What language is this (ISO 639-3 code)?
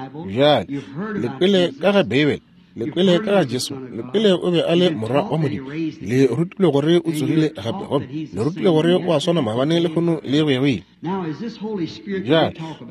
nso